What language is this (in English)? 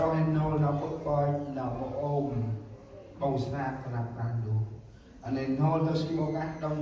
Central Mnong